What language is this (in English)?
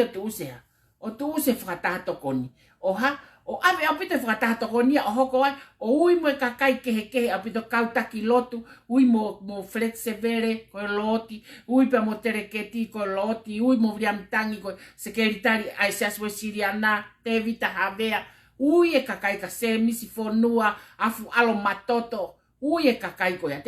Tongan